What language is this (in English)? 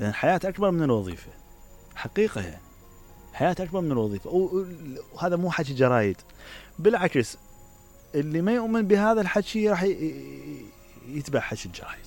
Mesopotamian Arabic